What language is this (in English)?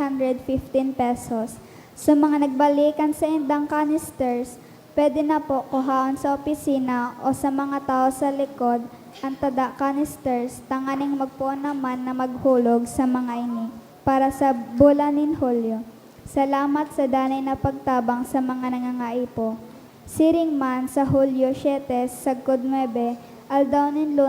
Bikol